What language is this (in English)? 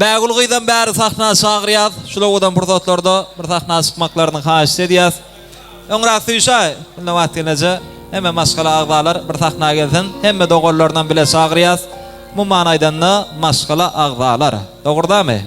Turkmen